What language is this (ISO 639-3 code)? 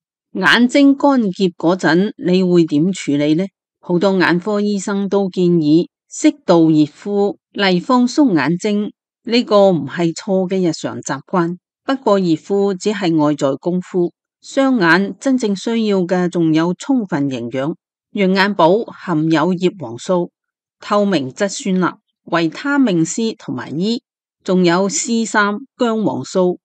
yue